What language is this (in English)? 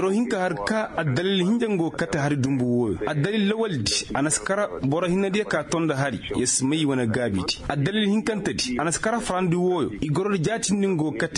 Koyraboro Senni